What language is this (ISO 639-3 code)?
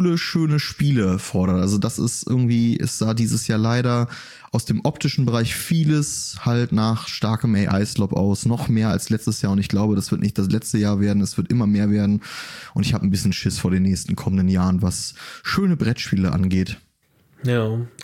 deu